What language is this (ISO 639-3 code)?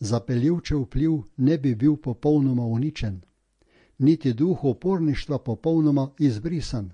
slv